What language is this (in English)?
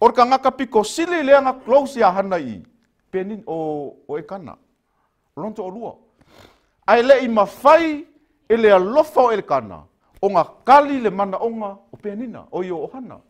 Samoan